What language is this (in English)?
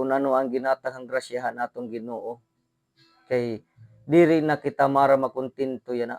Waray